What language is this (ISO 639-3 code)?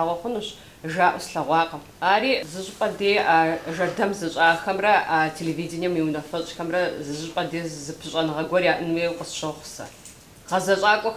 kbd